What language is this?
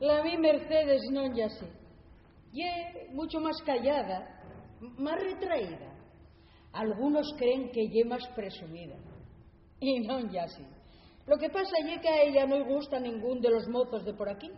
Asturian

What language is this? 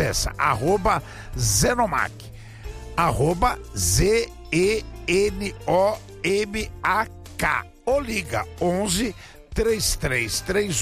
Portuguese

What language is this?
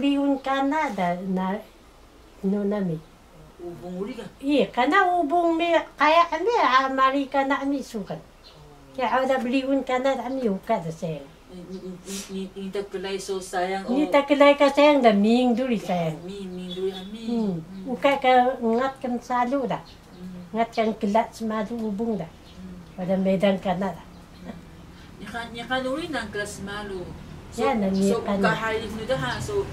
Taroko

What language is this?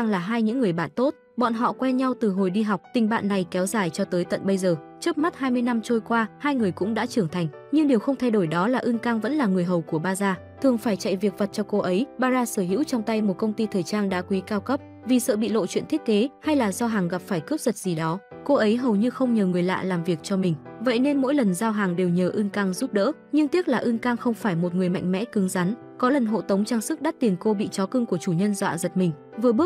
Vietnamese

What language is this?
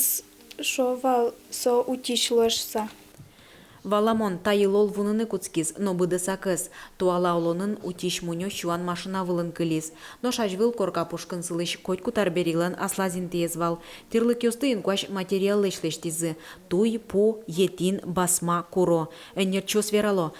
Udmurt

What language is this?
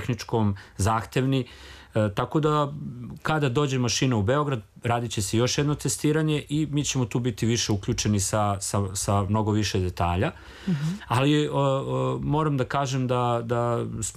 Serbian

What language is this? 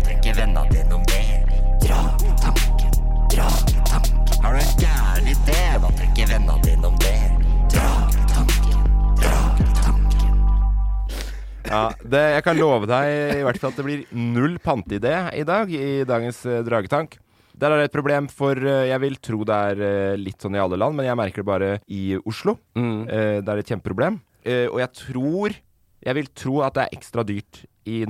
Norwegian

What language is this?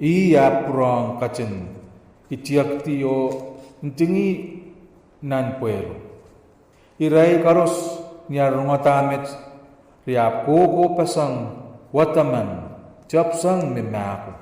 Pohnpeian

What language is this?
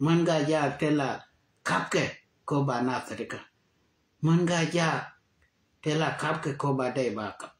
Nuer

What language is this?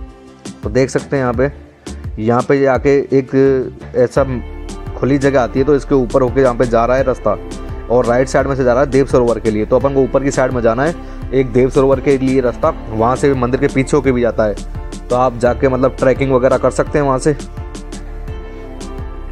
Hindi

